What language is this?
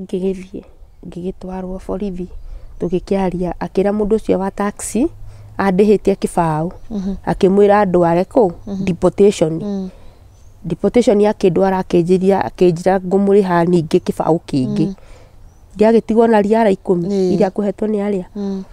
Kikuyu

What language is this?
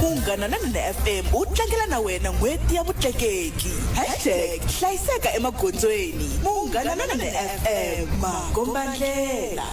Tsonga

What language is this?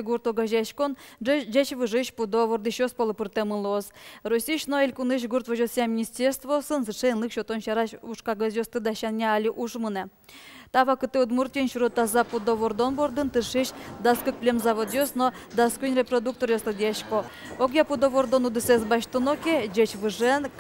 Udmurt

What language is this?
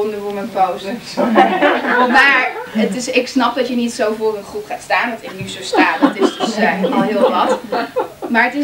Dutch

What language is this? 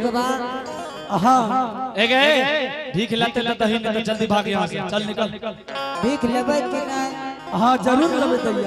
Angika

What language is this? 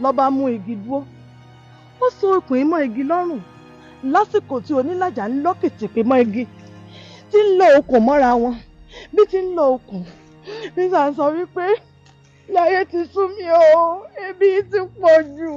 Yoruba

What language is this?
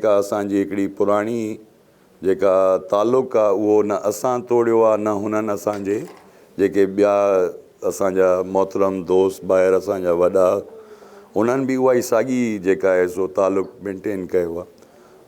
Sindhi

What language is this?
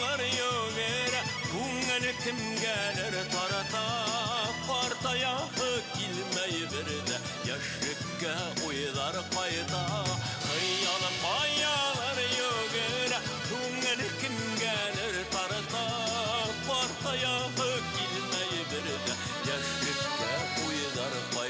Bashkir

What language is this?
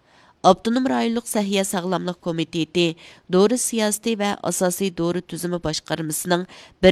Uyghur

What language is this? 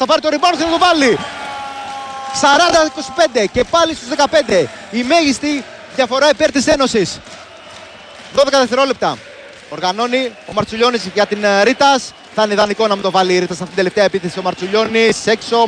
Greek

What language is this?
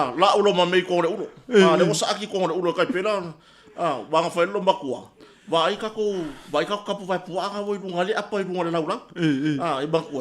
Samoan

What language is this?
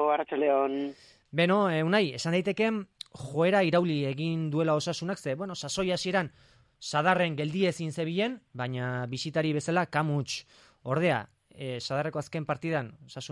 Basque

